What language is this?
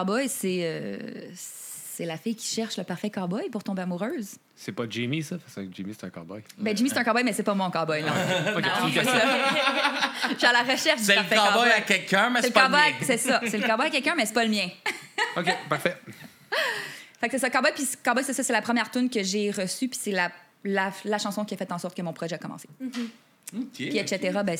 French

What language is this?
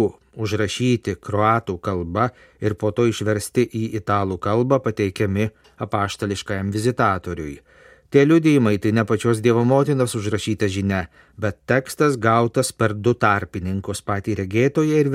Lithuanian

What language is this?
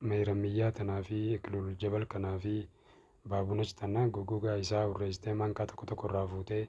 Oromo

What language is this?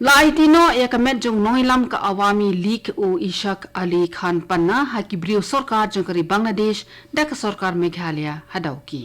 Khasi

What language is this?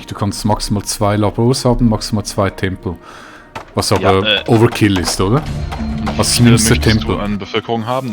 Swiss German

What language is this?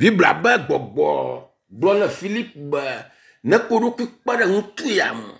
Ewe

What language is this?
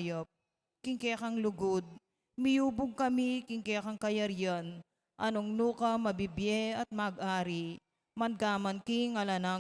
Pampanga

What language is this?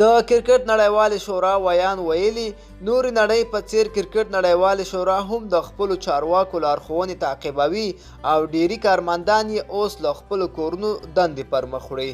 Pashto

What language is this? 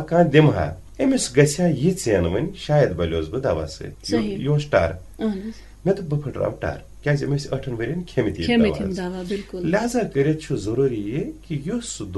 Kashmiri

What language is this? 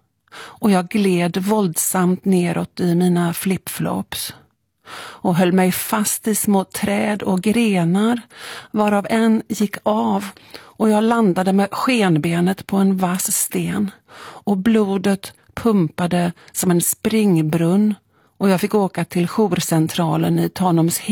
Swedish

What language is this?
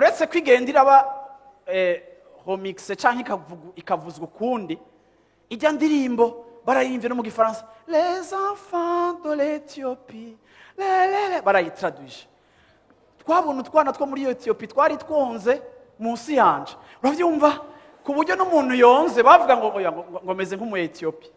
Rundi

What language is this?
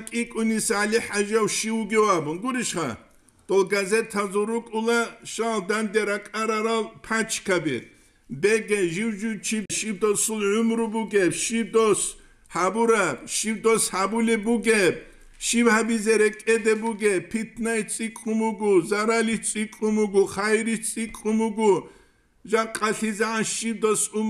Avaric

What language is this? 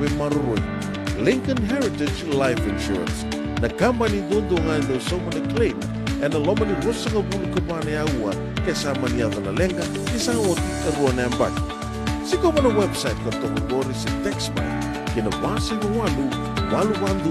Fijian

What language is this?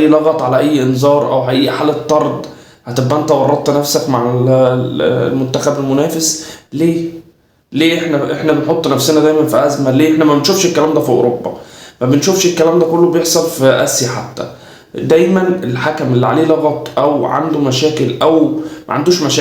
Egyptian Arabic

